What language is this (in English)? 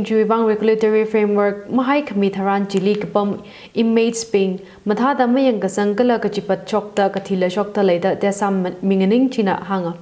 Tangkhul Naga (India)